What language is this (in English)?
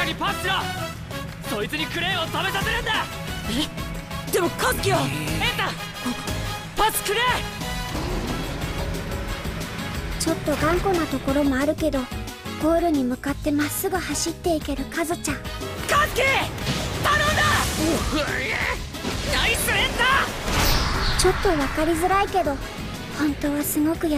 Japanese